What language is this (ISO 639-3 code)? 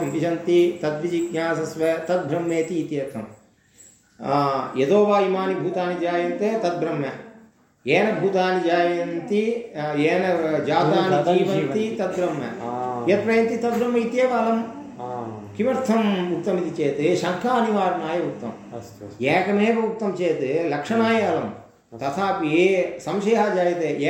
san